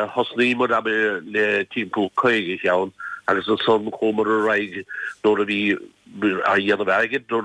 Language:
Irish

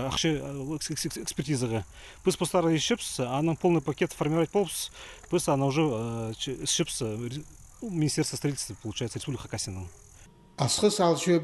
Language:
Khakas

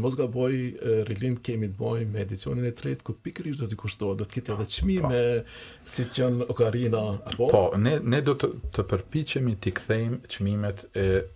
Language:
Albanian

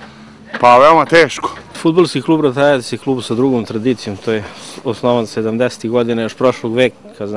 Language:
Serbian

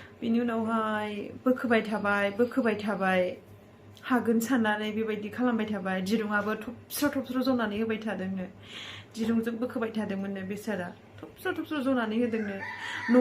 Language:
Bodo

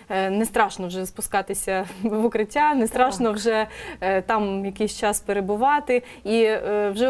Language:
Ukrainian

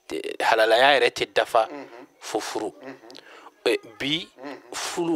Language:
Bambara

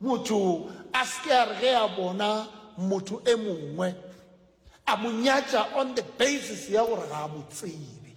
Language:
Northern Sotho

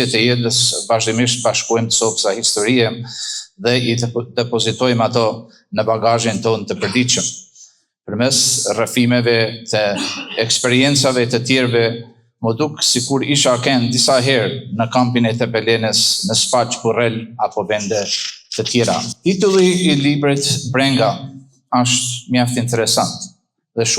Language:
Albanian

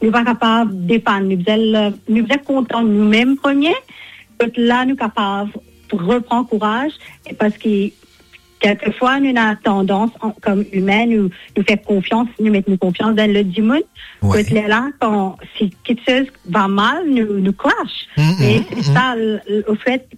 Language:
Morisyen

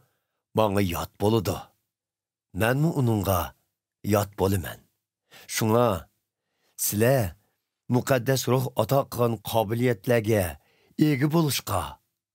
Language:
Uyghur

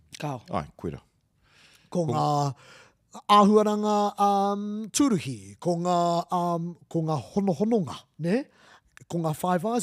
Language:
Māori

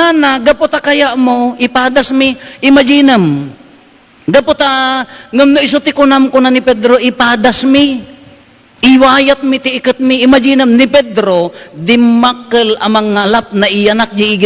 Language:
Iloko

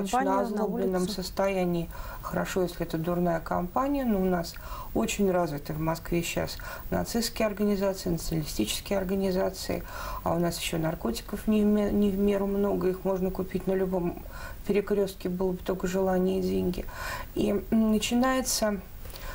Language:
Russian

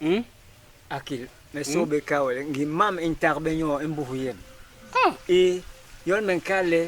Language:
Basaa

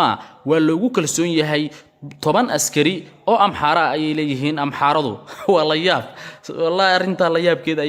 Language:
Somali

